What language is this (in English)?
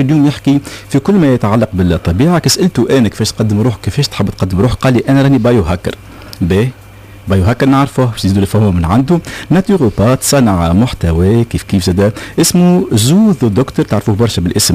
Tunisian Arabic